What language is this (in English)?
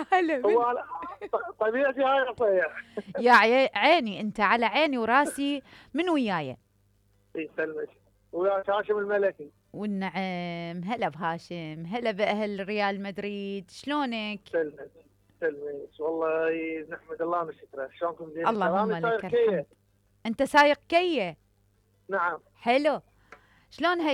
Mesopotamian Arabic